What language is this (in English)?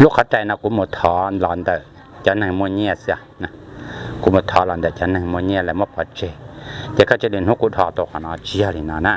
Hmong